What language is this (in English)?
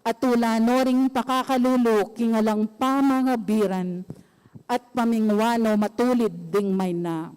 Pampanga